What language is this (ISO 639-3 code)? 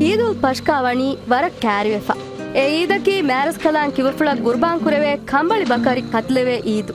div